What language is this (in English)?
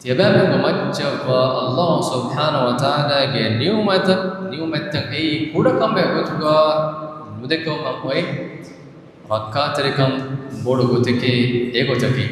Divehi